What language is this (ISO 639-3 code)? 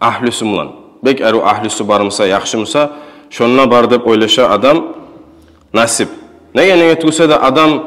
kum